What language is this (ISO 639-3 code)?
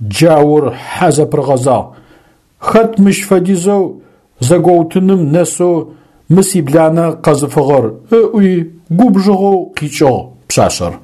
ady